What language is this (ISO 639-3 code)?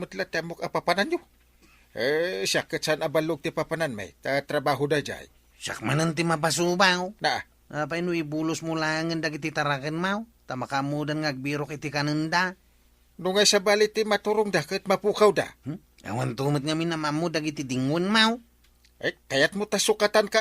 ilo